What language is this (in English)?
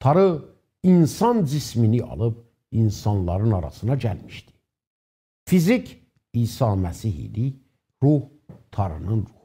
South Azerbaijani